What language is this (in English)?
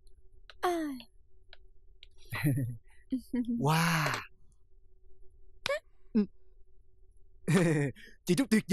Vietnamese